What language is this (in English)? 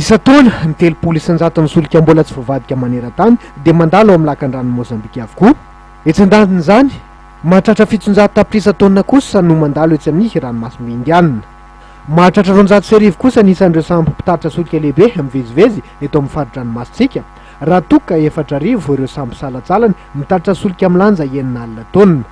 Malagasy